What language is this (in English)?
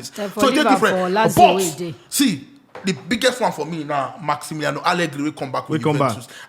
Nigerian Pidgin